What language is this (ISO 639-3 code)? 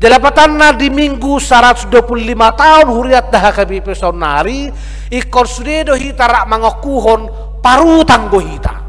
bbc